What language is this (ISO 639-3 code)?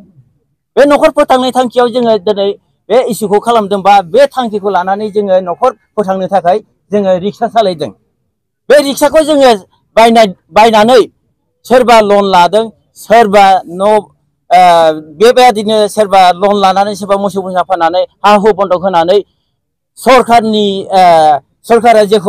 brx